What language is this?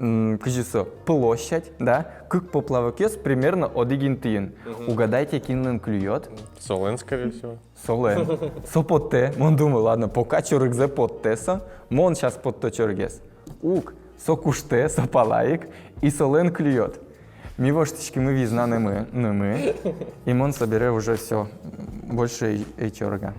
Udmurt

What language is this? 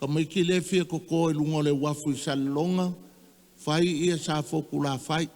Samoan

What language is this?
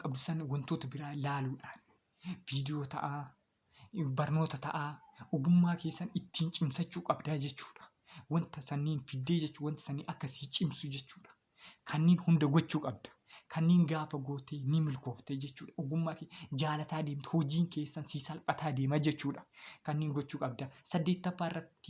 Oromo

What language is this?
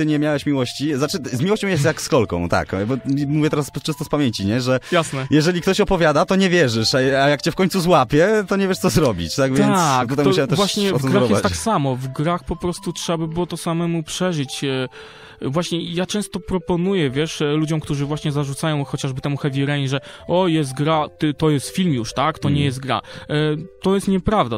Polish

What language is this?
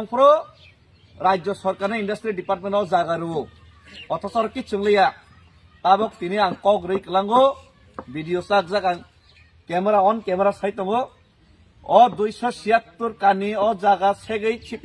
Kok Borok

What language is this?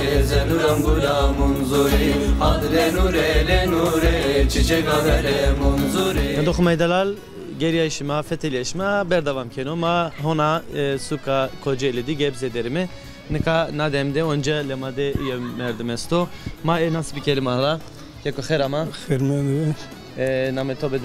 Zaza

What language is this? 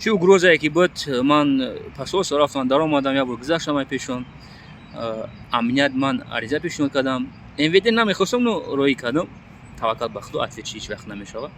Tajik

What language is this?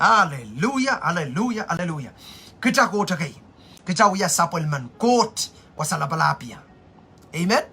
Pohnpeian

